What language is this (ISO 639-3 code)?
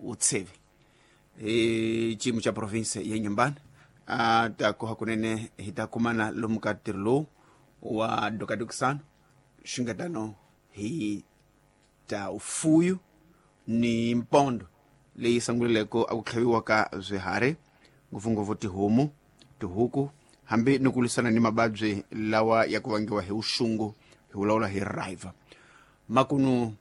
tso